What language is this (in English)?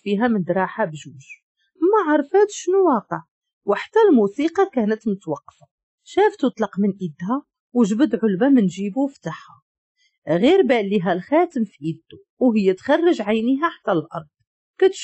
Moroccan Arabic